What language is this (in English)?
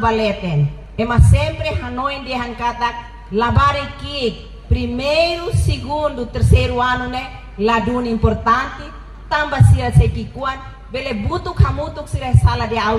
Tetum